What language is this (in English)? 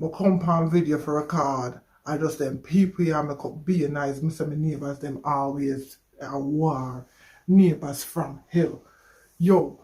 Jamaican Creole English